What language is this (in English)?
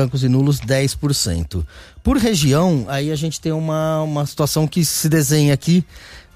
Portuguese